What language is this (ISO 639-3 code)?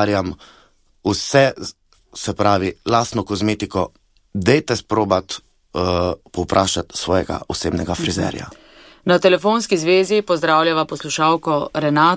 slv